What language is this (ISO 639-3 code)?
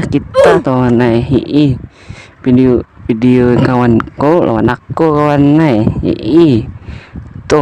bjn